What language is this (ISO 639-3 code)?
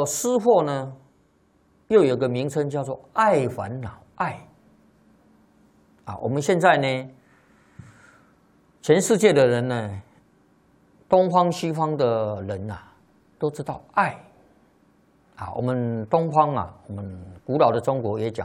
zho